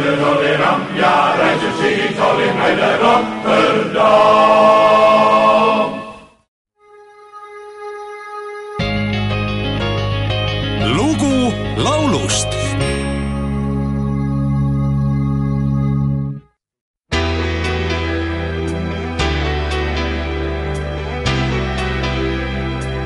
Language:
Estonian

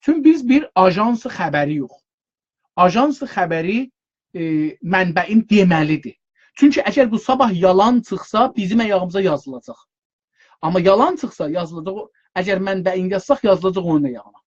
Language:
South Azerbaijani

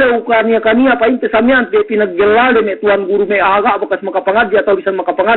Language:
Yakan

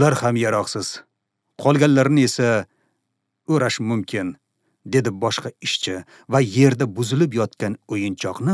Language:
Uzbek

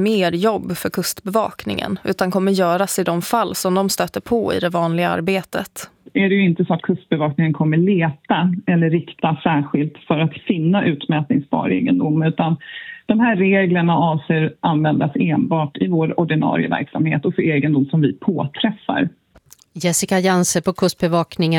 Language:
Swedish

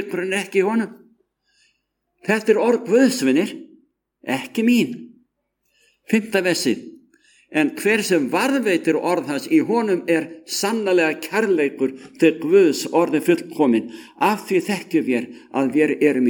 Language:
Icelandic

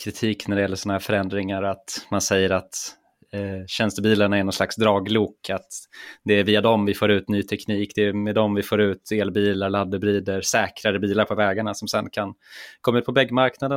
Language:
Swedish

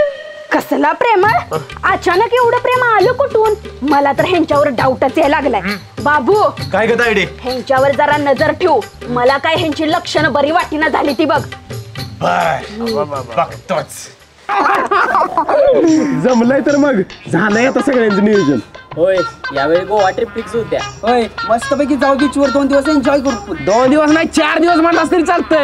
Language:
Marathi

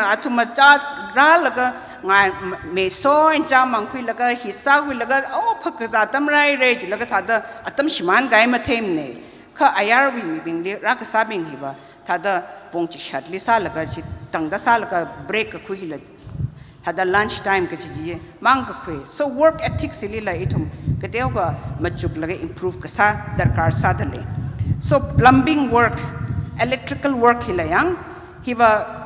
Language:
Tangkhul Naga (India)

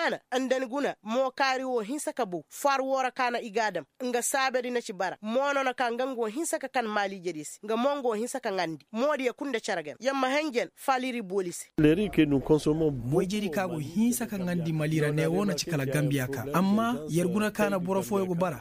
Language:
Koyraboro Senni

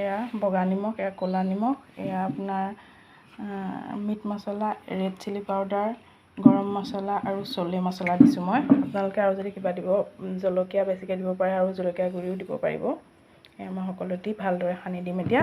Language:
Assamese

